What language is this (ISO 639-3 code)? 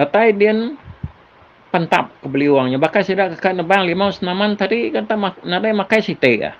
iba